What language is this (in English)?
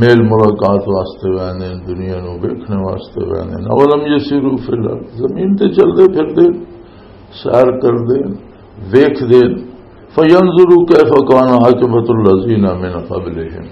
Western Panjabi